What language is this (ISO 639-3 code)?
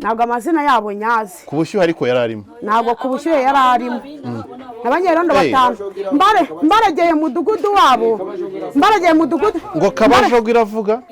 kin